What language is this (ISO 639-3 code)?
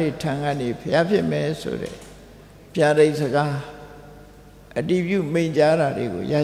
mya